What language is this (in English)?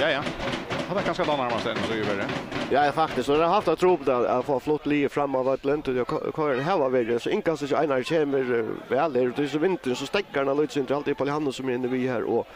Faroese